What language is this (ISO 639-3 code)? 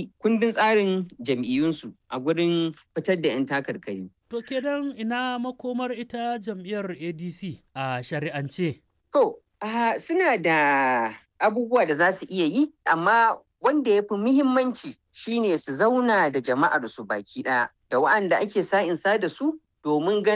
hau